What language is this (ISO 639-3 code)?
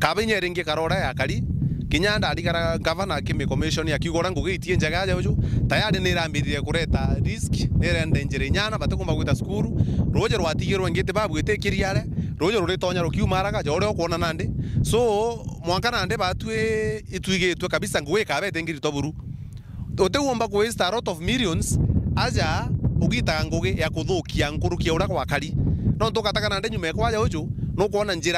mer